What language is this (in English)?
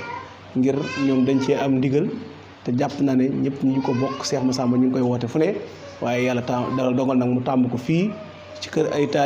Wolof